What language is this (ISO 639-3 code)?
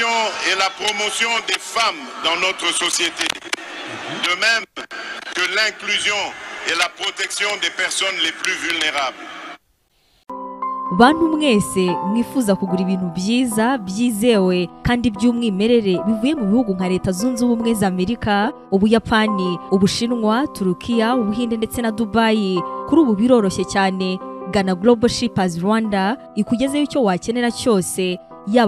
kin